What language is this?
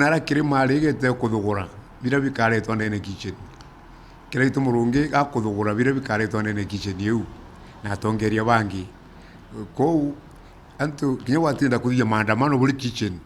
Meru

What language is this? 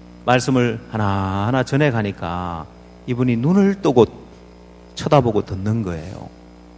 Korean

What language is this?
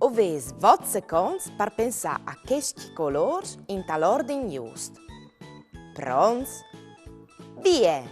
Friulian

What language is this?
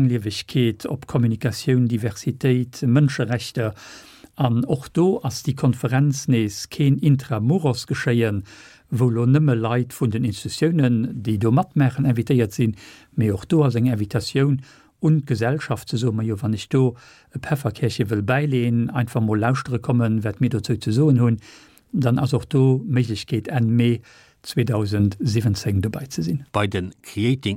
Luxembourgish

